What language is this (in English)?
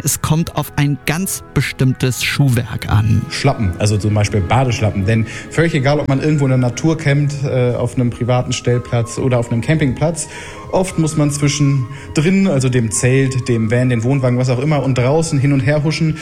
German